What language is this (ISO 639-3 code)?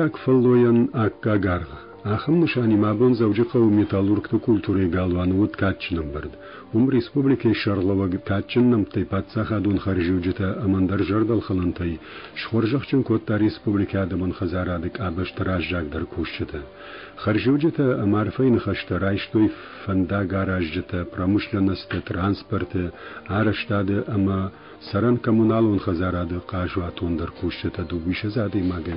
oss